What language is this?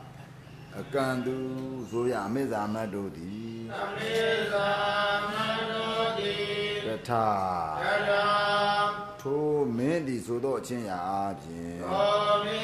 Burmese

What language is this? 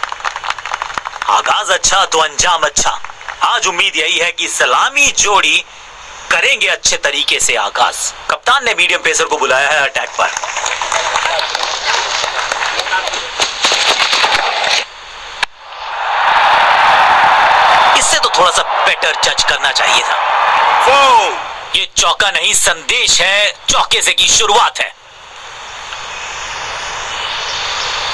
Hindi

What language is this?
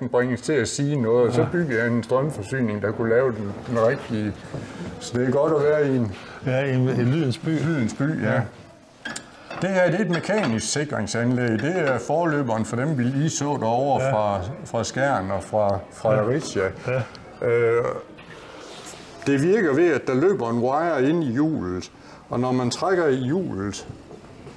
Danish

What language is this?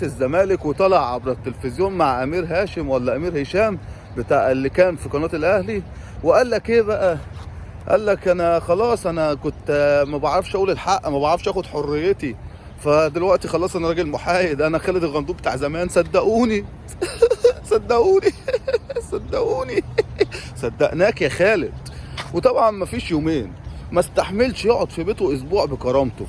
Egyptian Arabic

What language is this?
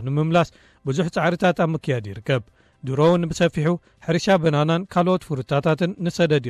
Tigrinya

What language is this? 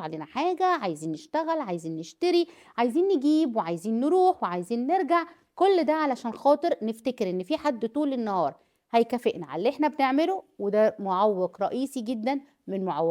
Egyptian Arabic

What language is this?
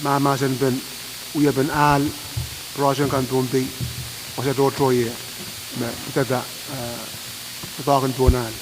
Pohnpeian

